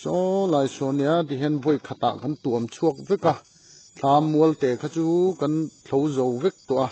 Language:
Mizo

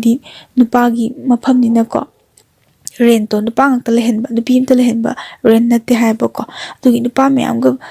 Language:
Manipuri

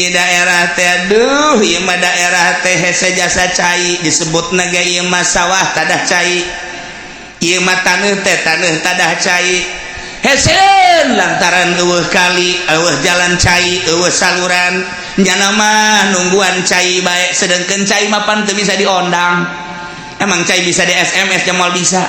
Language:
Sundanese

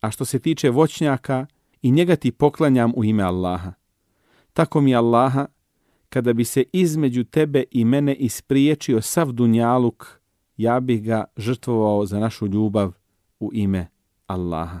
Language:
Bosnian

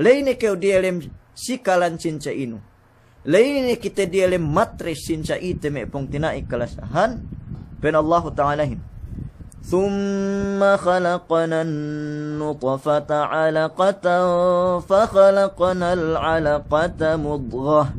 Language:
Yakan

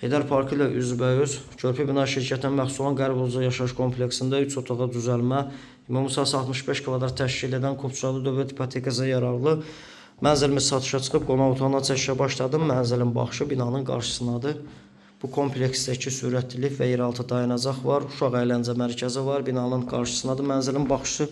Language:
Azerbaijani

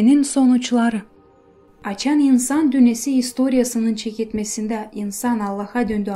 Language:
Gagauz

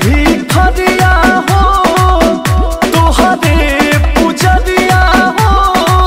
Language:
Bhojpuri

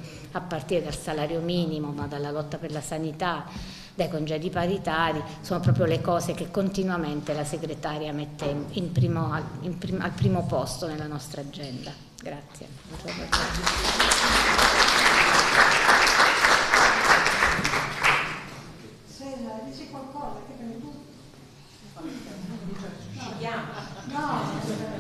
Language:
Italian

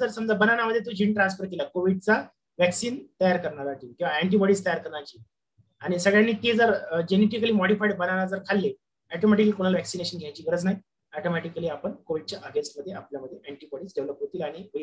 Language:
Marathi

